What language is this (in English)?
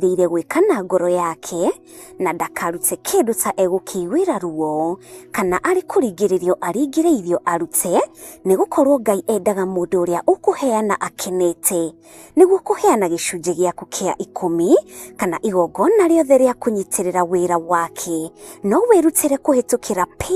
Kikuyu